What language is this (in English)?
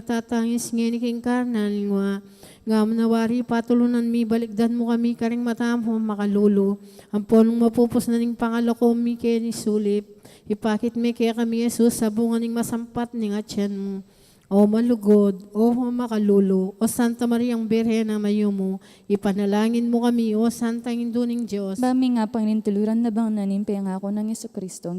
Pampanga